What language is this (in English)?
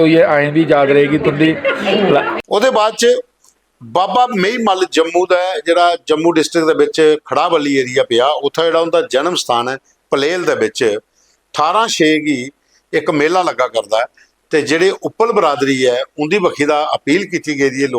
Dogri